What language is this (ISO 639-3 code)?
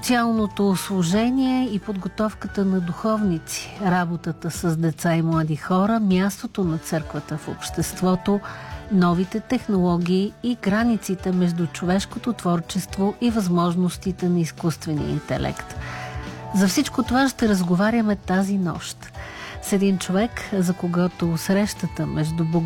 bul